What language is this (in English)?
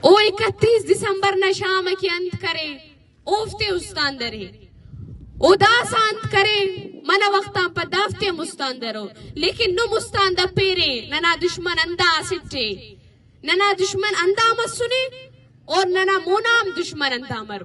Eastern Balochi